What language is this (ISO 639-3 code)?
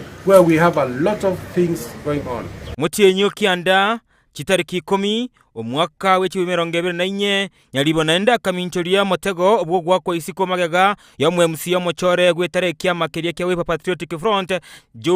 guz